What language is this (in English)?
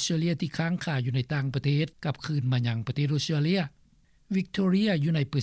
Lao